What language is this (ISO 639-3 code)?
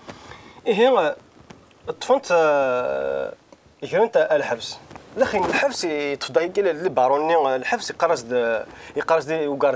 kab